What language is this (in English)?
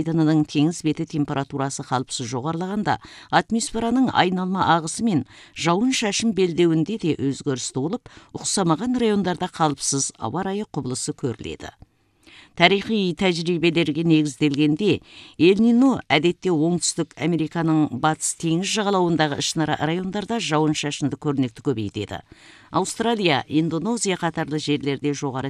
Kazakh